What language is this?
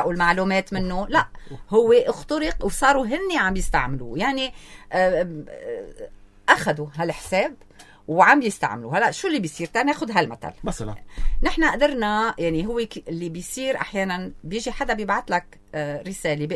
North Levantine Arabic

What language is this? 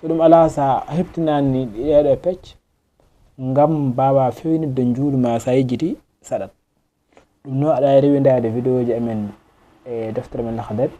Fula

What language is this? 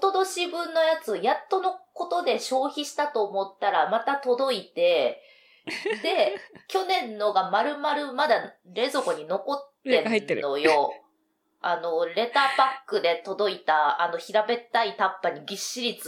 Japanese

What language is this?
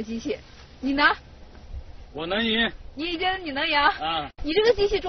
Chinese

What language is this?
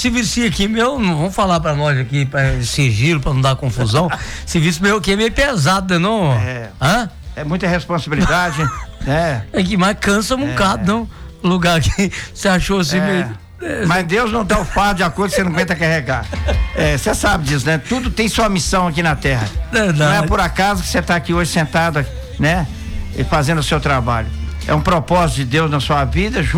Portuguese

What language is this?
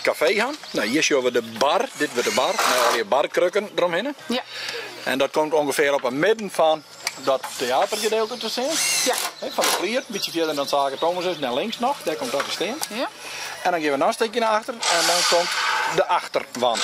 Western Frisian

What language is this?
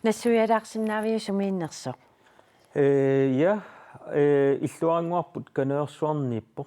Kalaallisut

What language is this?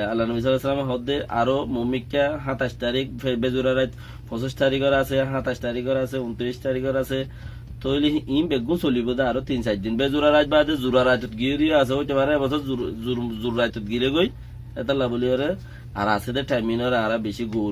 Rohingya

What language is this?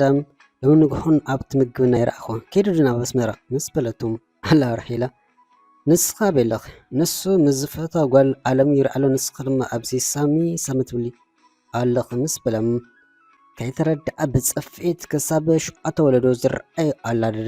Tigrinya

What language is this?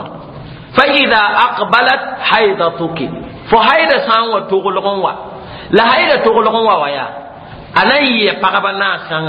Mossi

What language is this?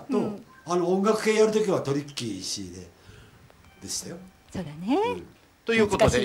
Japanese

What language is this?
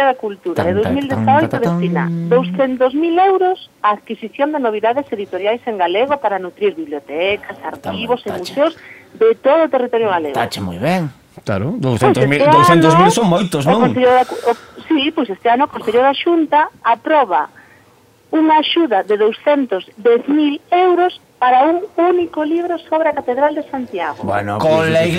Galician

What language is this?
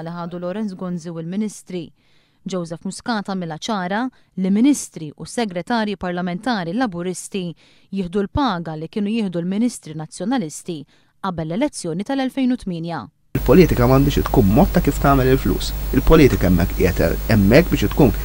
Maltese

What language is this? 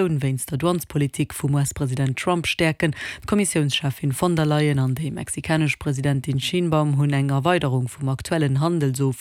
Luxembourgish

